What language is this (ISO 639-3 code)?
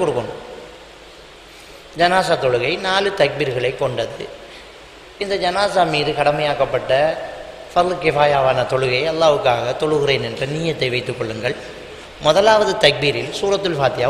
tam